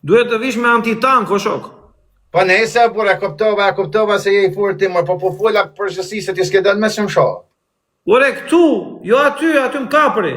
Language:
Albanian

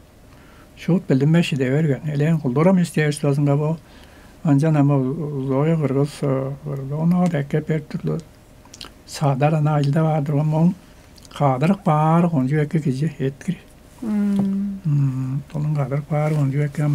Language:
Tuvinian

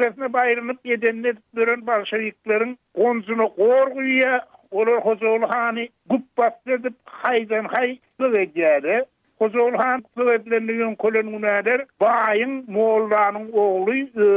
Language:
Turkmen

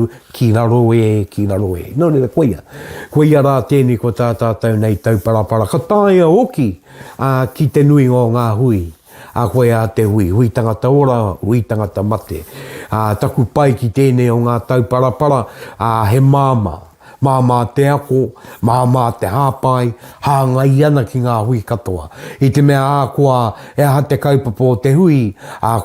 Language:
Māori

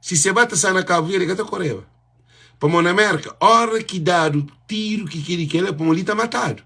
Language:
Kabuverdianu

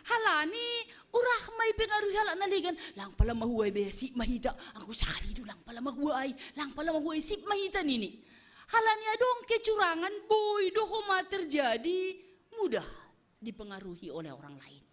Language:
Batak Simalungun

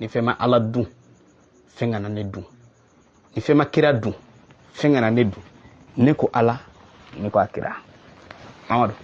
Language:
Bambara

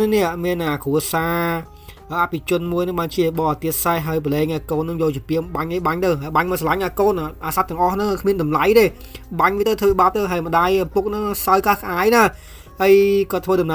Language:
Khmer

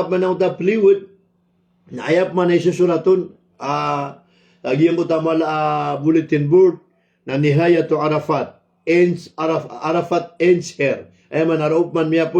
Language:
Maranao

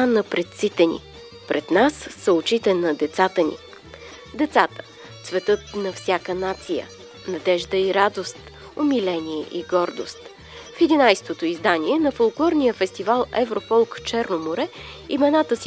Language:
Bulgarian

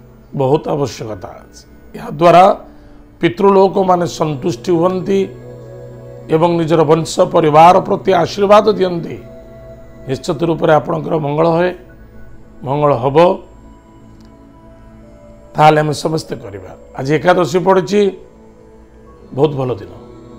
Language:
Odia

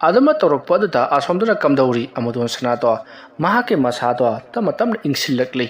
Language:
Manipuri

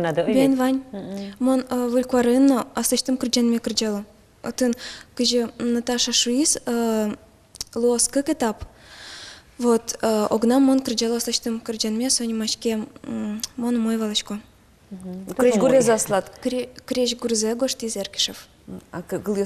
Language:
Udmurt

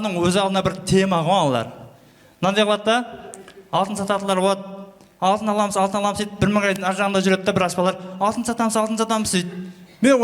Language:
Kara-Kalpak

